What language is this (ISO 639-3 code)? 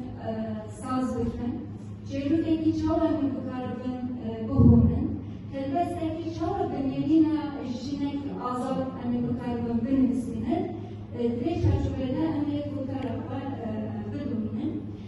kur